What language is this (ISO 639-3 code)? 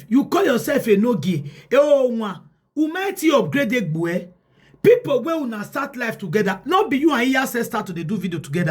pcm